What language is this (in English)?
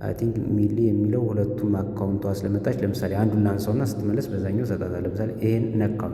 Amharic